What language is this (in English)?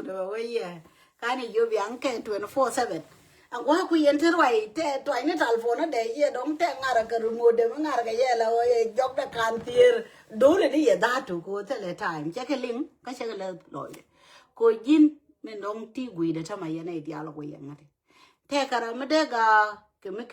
Nuer